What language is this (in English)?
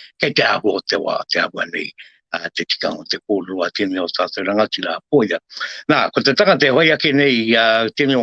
Māori